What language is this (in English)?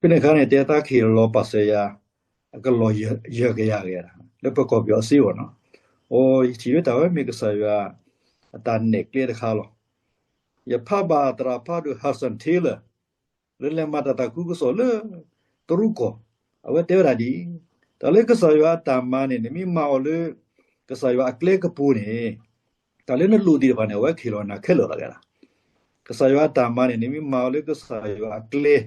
S'gaw Karen